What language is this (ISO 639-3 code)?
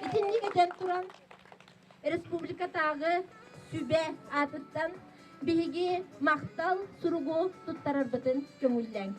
sah